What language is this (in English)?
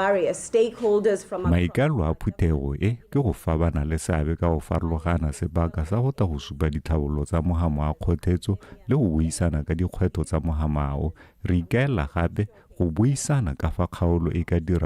Tswana